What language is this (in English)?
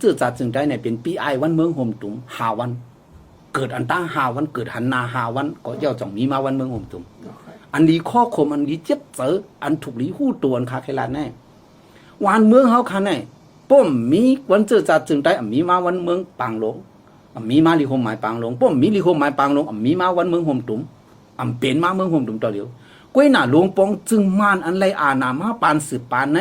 Shan